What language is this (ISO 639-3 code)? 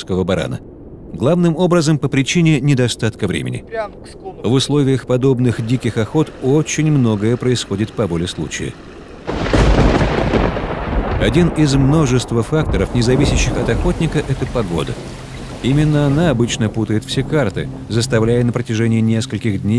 rus